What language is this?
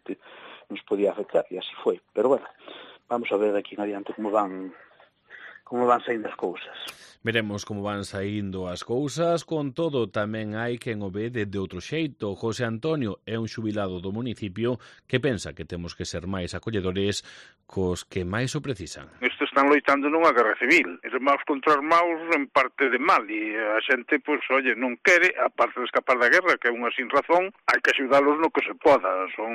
Galician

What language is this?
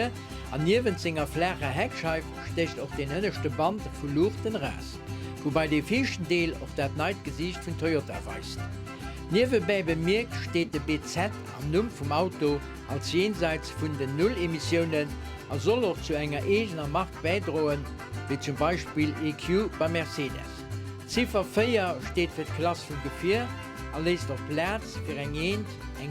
Luxembourgish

